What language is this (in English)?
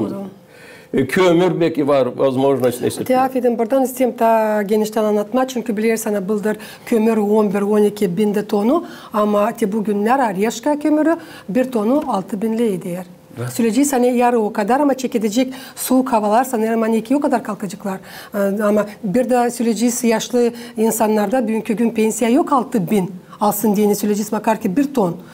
Gagauz